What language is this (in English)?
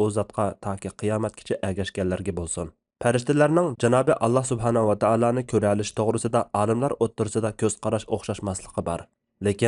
Uyghur